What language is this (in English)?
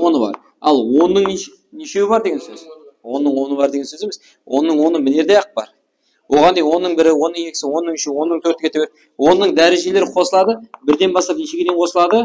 Kara-Kalpak